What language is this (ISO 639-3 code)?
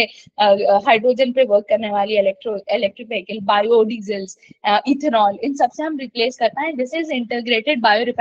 hin